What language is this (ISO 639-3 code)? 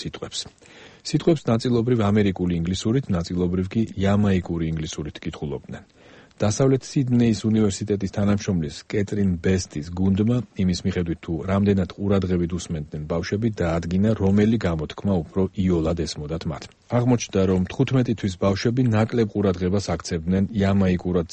kat